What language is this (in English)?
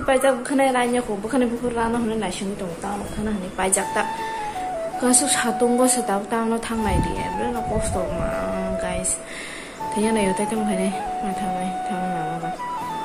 Kok Borok